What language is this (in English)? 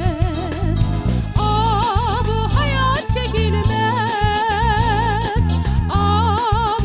Crimean Tatar